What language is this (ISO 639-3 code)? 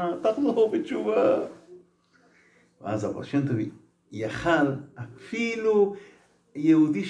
heb